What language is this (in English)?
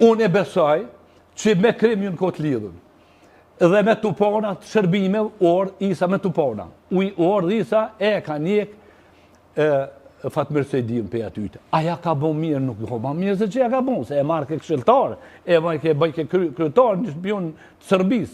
Albanian